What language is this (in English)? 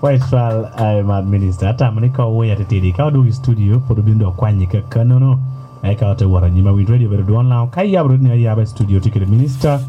Lango (Uganda)